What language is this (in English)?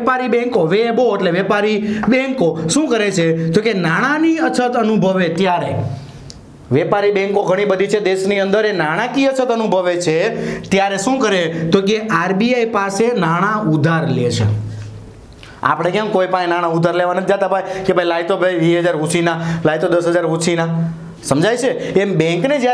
Gujarati